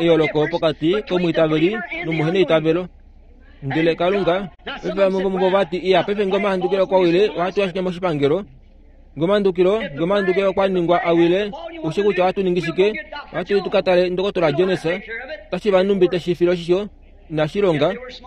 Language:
Kuanyama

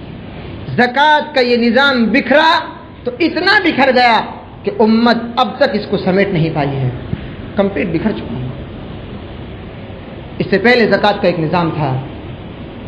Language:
Urdu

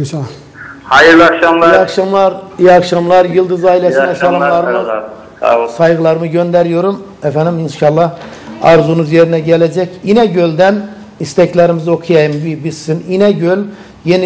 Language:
Turkish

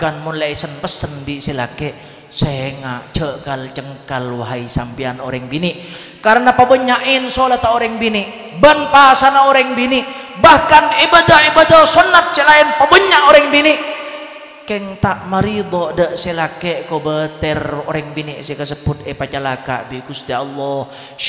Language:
Madurese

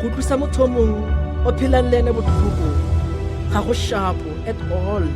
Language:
Tswana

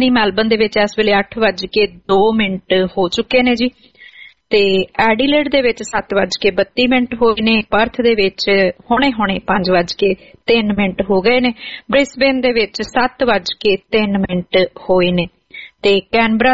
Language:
Punjabi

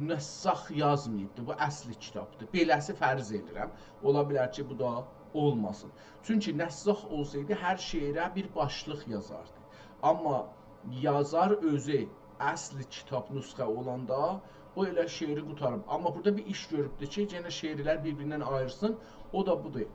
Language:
South Azerbaijani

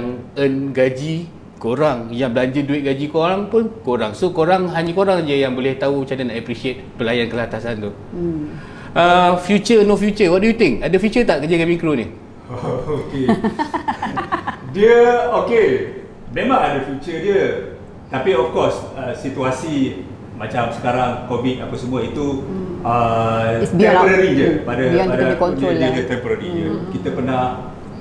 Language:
Malay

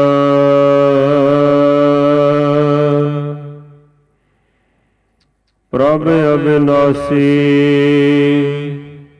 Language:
Punjabi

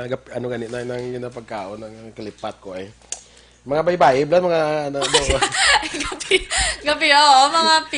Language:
Hiligaynon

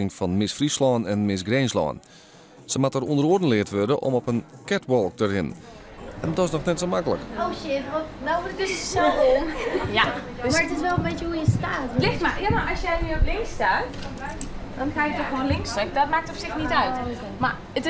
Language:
Western Frisian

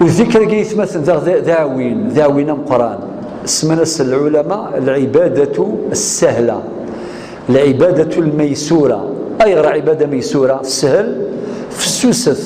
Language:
Kabyle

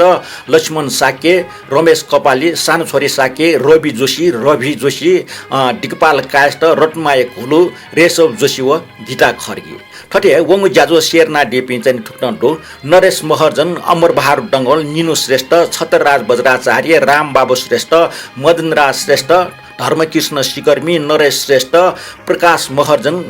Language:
Newari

